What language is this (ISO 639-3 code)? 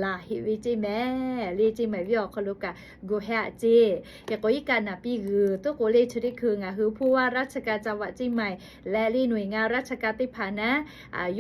lhu